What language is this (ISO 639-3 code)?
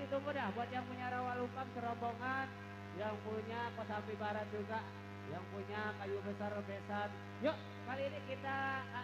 bew